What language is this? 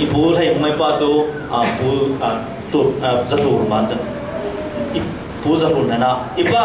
Falam Chin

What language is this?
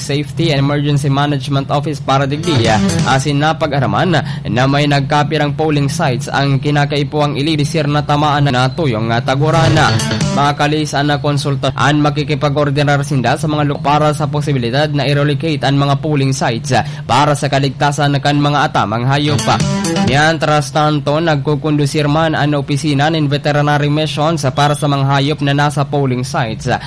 Bikol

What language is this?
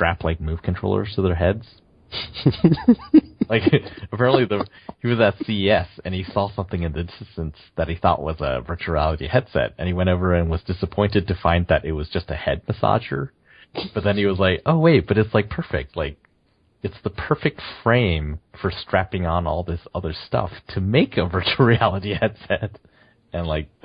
English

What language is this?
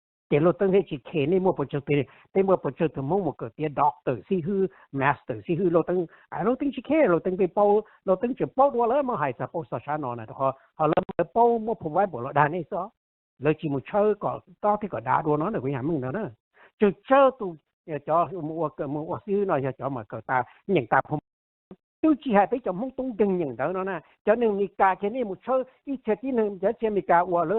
Hmong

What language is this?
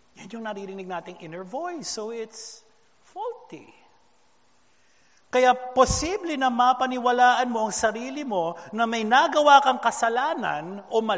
Filipino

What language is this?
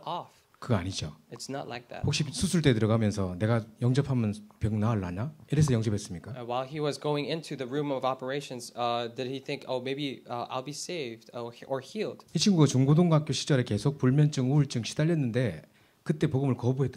Korean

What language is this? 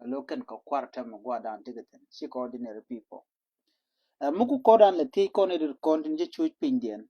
Nuer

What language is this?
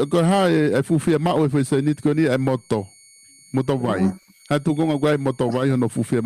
Tongan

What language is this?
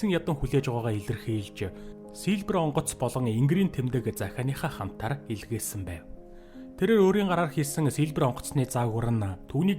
Mongolian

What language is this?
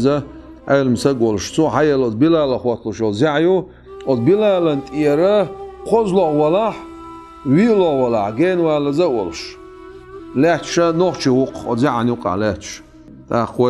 Chechen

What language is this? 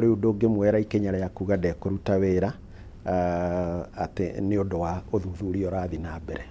Kikuyu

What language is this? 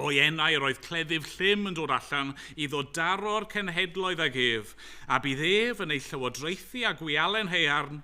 Welsh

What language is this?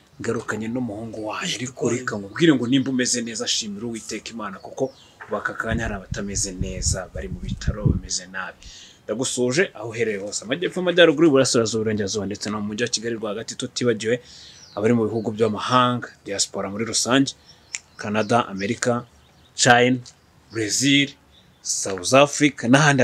Kinyarwanda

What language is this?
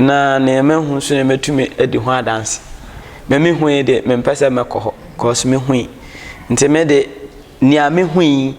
Akan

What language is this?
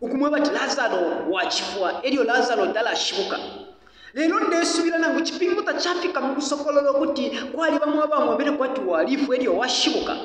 Bemba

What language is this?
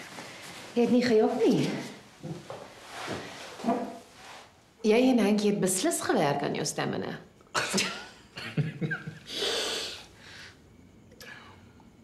Afrikaans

